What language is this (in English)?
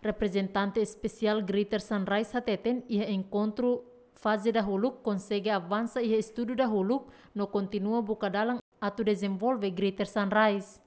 Tetum